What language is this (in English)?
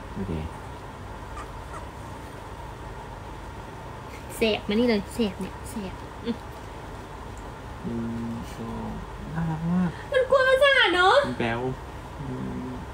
Thai